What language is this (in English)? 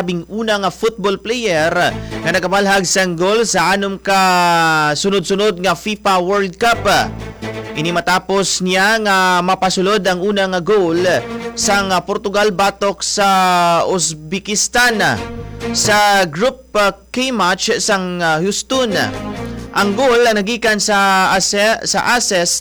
Hiligaynon